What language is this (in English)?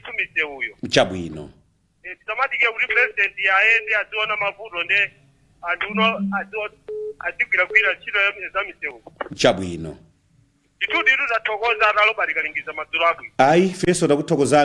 Nyanja